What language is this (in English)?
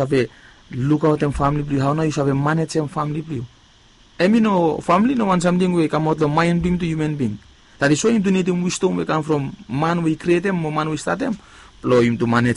Bislama